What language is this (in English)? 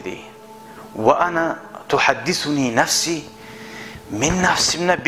Kumyk